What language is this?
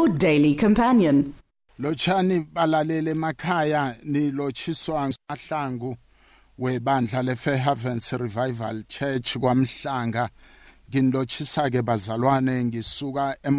South Ndebele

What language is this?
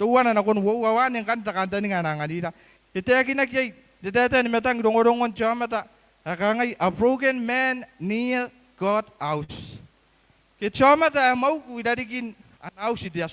Gilbertese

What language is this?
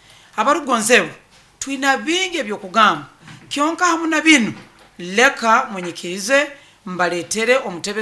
Nyoro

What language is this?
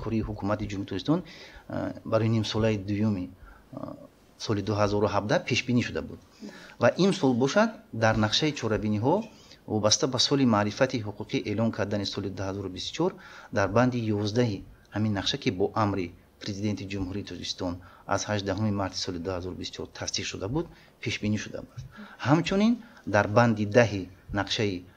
Tajik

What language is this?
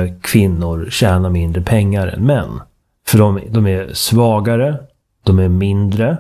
Swedish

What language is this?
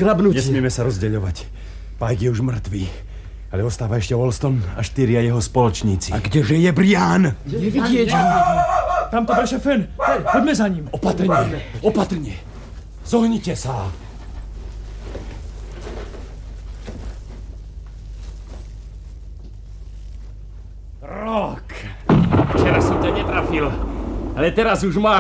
Slovak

